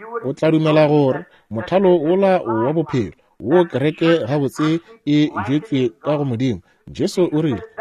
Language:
Northern Sotho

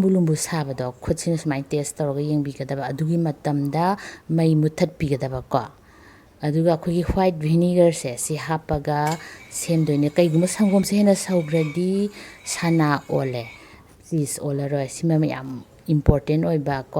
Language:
Manipuri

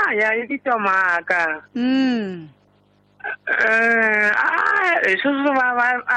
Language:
Tsonga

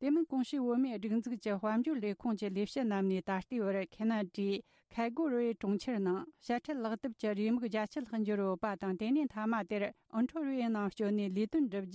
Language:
Tibetan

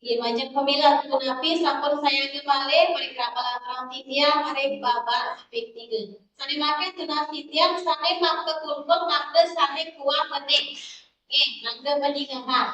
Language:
Balinese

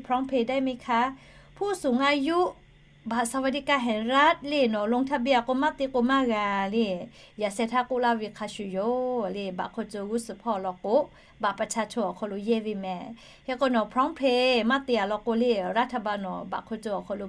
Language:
Lahu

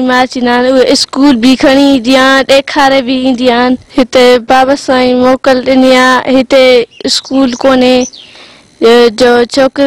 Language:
Sindhi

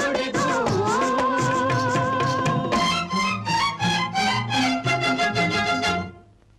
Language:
Kannada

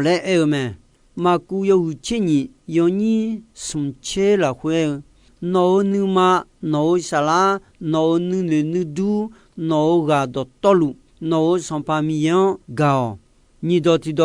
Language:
Akha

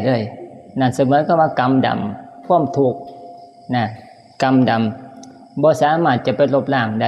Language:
Northeastern Thai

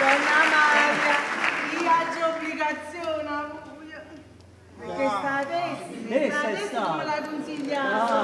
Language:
Neapolitan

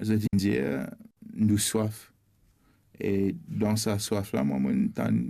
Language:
Morisyen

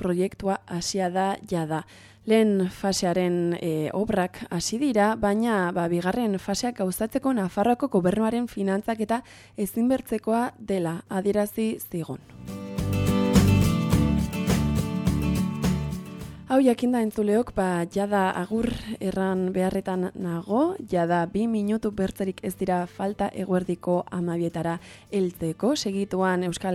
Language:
Basque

